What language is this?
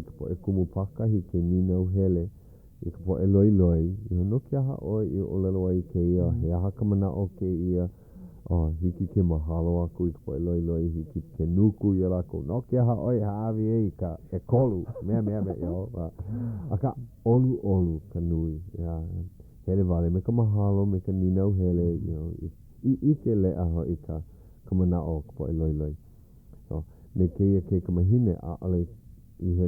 Hawaiian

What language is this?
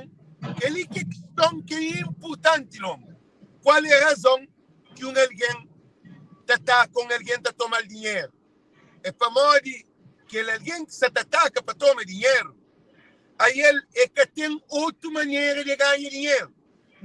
Kabuverdianu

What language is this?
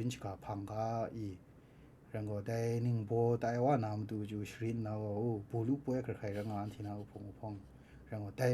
Kachin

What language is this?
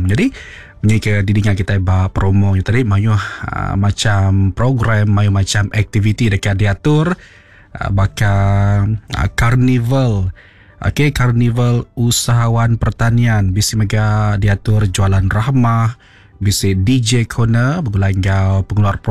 Iban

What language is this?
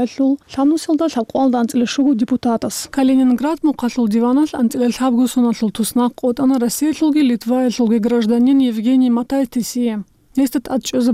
Avaric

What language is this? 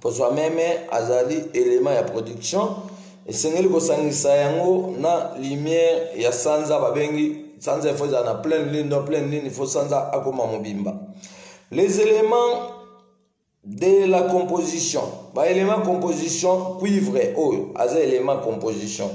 Lingala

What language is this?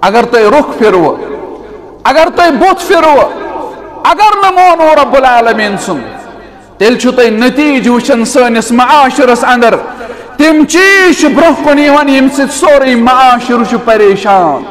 Kashmiri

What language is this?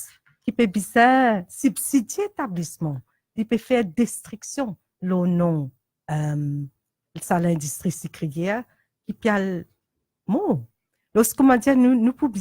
Morisyen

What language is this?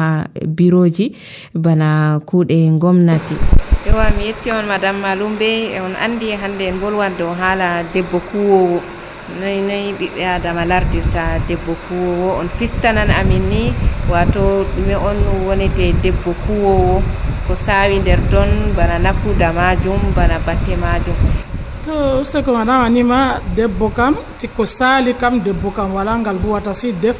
Nigerian Fulfulde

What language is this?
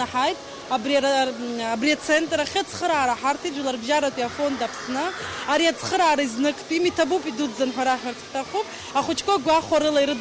Abkhazian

